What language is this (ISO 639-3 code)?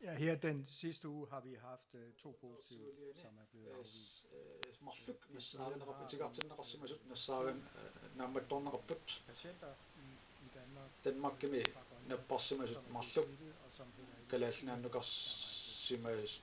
kal